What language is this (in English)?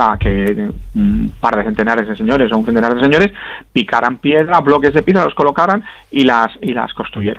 Spanish